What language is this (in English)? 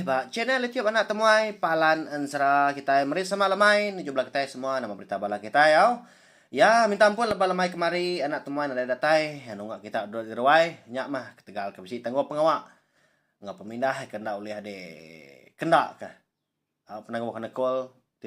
Iban